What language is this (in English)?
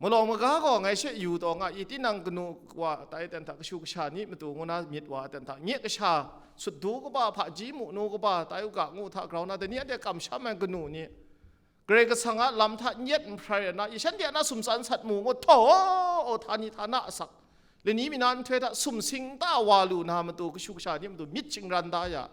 Kachin